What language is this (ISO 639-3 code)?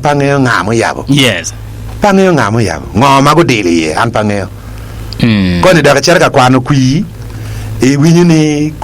ach